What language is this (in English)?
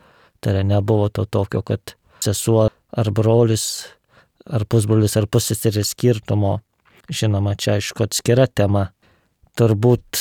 Lithuanian